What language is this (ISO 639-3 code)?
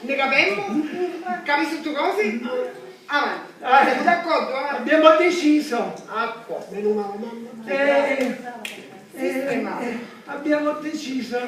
scn